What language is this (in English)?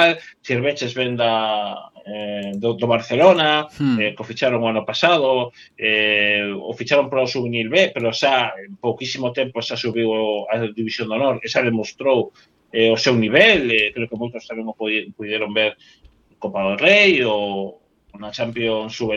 Galician